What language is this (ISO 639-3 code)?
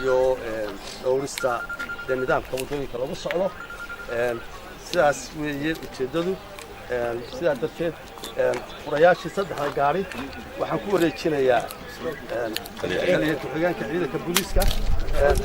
som